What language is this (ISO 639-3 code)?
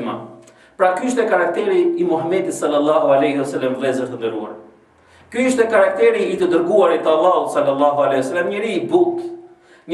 sqi